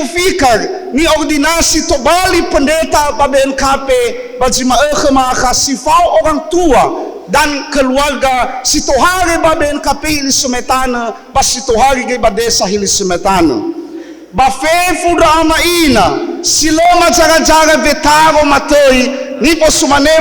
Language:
Nias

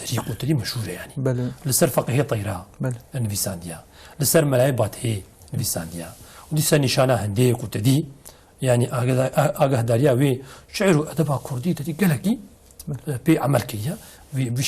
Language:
Kurdish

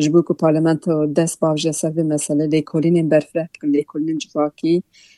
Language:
Kurdish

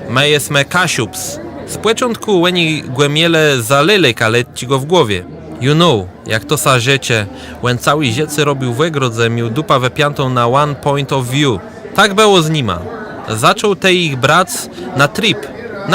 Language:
Kashubian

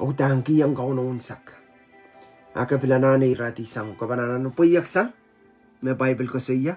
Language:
Pohnpeian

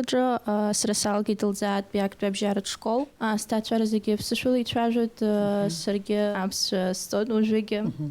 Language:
Abkhazian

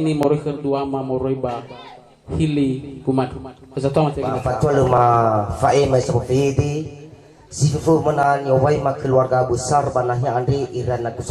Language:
Nias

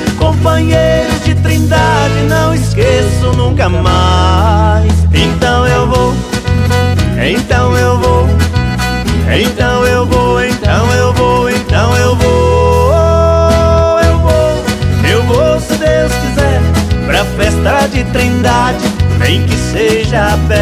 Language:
Portuguese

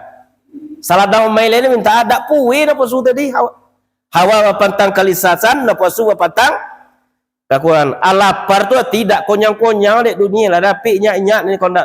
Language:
Minangkabau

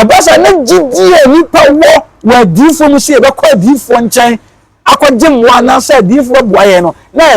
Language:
Akan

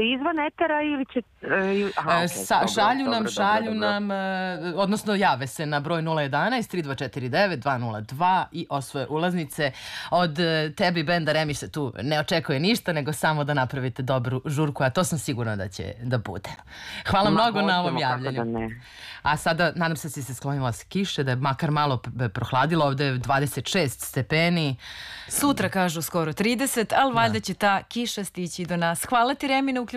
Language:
Serbian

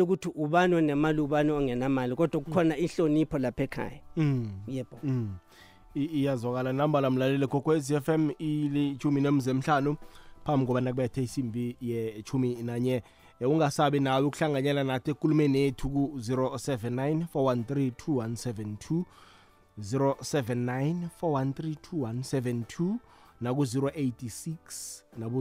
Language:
South Ndebele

